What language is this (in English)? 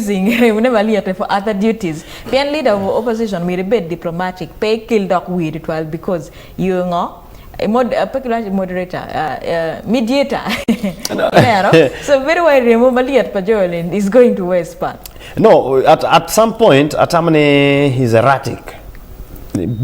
Acoli